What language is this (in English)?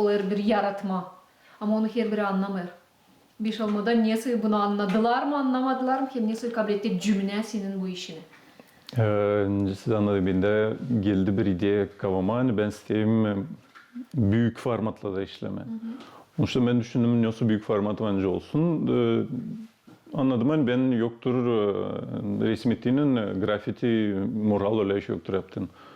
Gagauz